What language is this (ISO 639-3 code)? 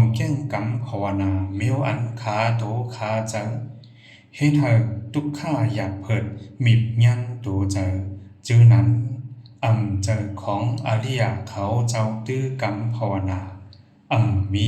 shn